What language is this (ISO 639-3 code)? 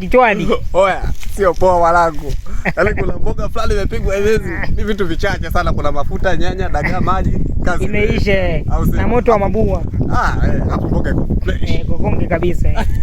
swa